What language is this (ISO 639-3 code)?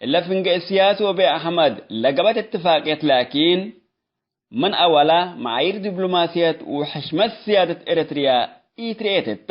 tig